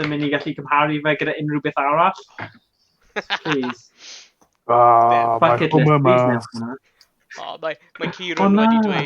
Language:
Welsh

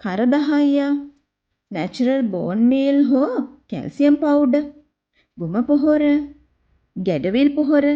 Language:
Sinhala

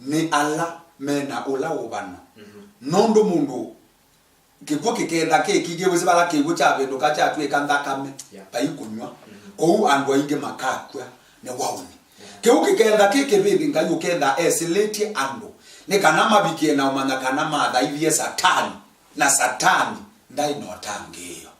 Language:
Kamba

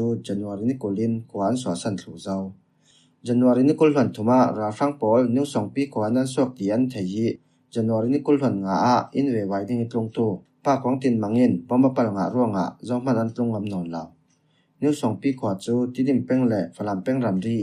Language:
Falam Chin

